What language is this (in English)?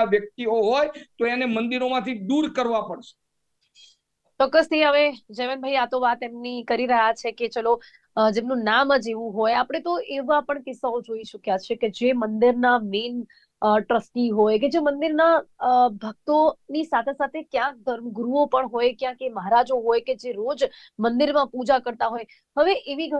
Gujarati